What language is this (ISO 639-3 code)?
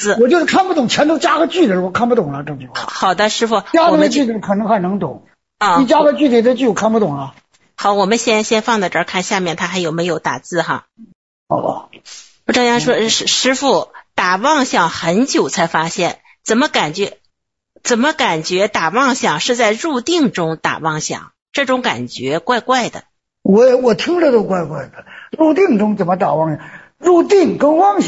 zho